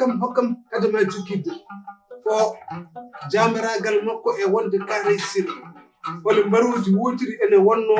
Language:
Fula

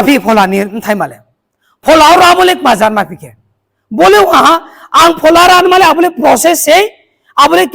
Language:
Riang (India)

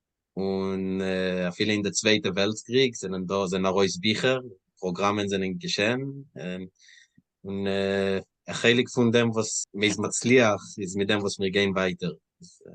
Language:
Yiddish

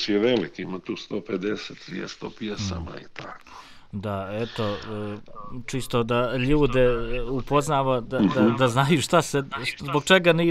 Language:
Croatian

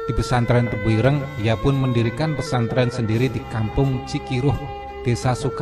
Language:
Indonesian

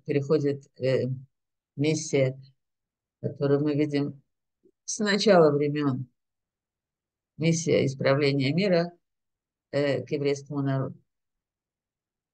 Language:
Russian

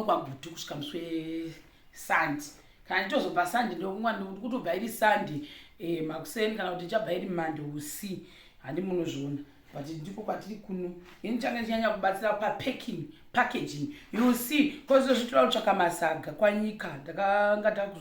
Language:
Shona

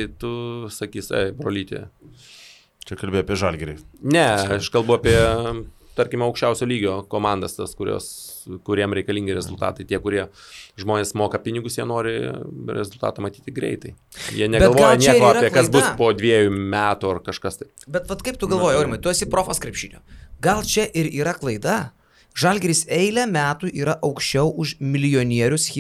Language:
Lithuanian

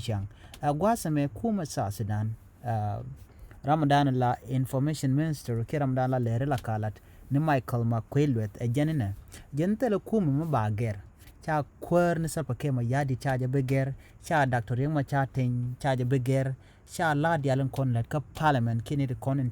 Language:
Nuer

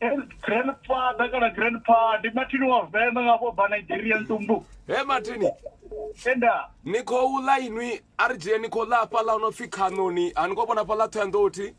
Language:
Venda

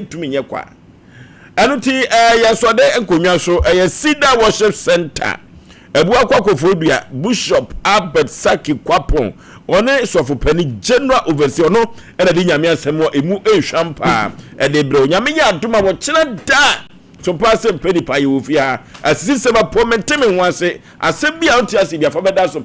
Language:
Akan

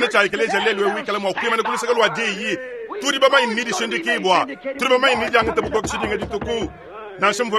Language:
Luba-Lulua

